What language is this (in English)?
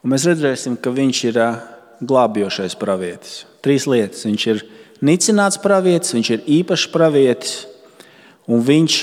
Latvian